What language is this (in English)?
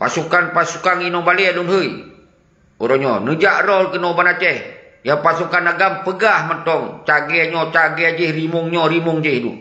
Achinese